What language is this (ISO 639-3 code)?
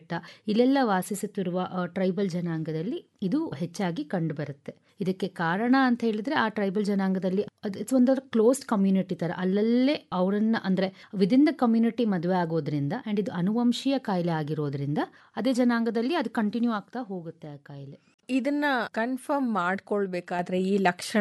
kan